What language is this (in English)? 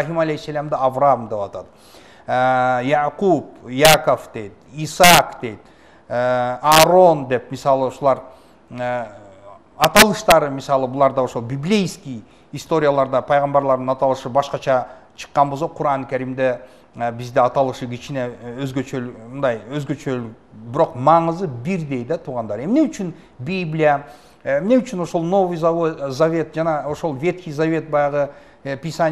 Kyrgyz